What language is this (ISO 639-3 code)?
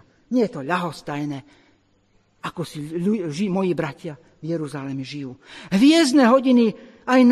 slk